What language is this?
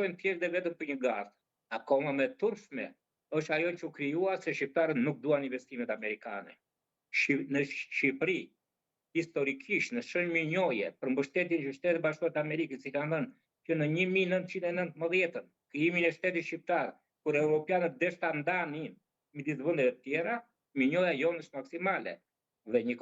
Albanian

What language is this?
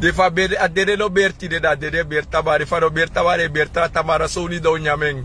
Sranan Tongo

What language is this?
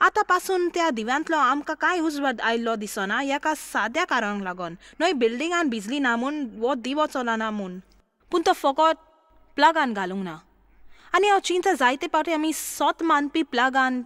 Konkani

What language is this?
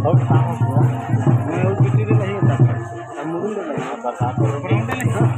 Chhattisgarhi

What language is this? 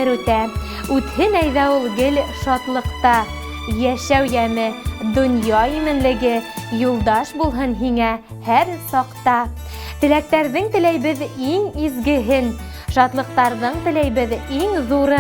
Bashkir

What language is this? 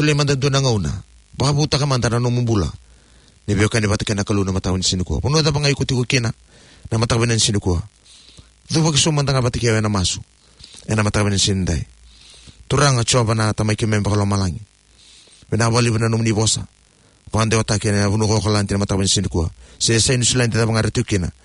Fijian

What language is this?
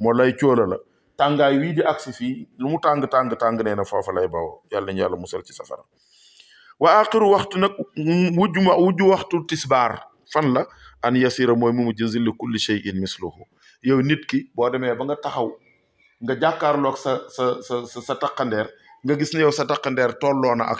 Wolof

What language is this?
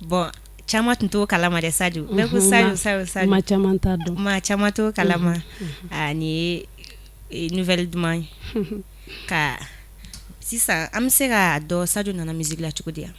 Bambara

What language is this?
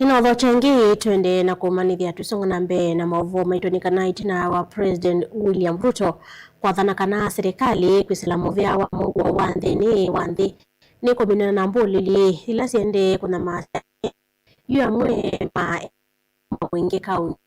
Kamba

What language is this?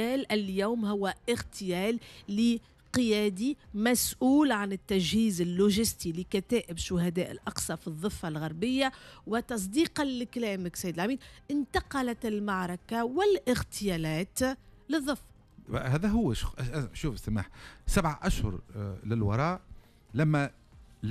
Tunisian Arabic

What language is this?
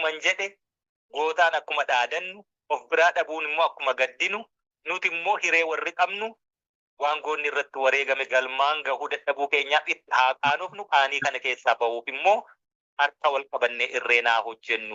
Oromo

